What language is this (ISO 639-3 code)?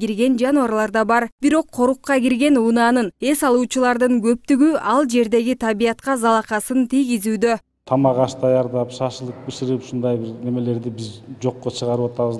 kir